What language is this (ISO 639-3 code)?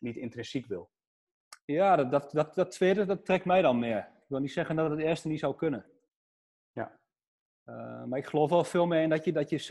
nld